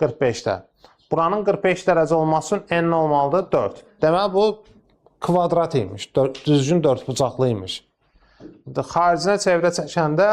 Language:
Azerbaijani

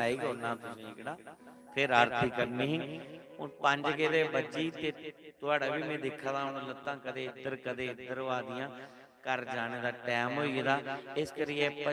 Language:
Dogri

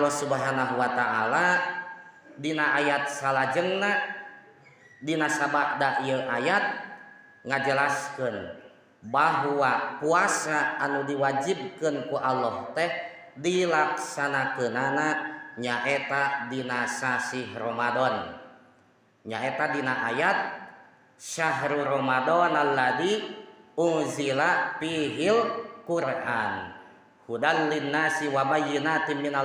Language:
Sundanese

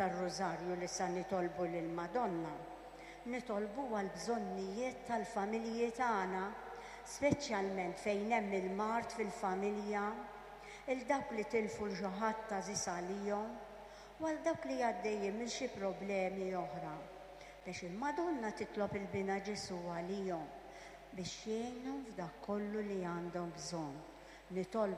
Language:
Maltese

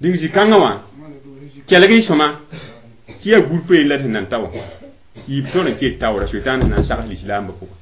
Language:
Mossi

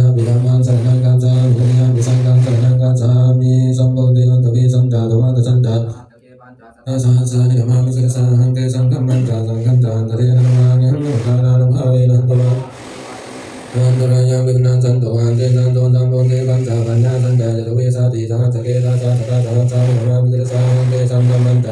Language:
Pali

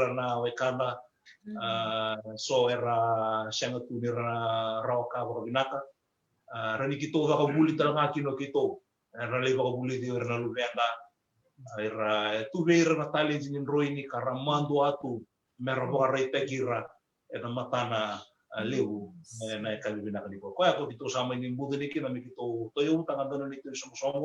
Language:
Fijian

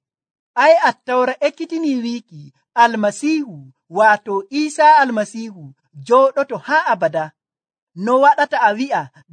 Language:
Nigerian Fulfulde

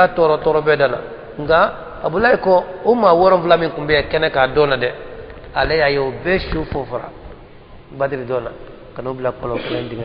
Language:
Bambara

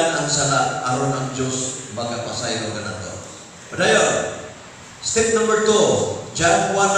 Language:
Cebuano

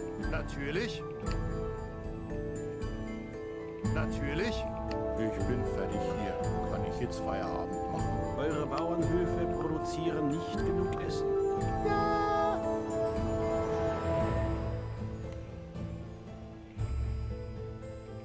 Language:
German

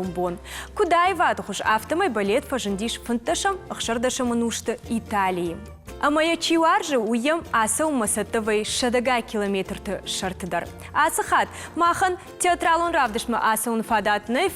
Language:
Ossetic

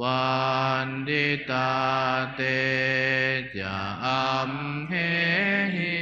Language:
Pali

